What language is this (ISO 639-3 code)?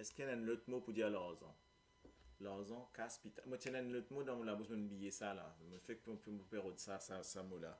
mfe